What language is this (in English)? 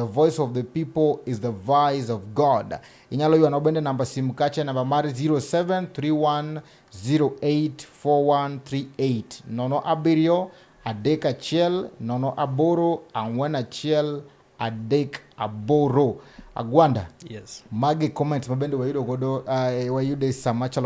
Luo (Kenya and Tanzania)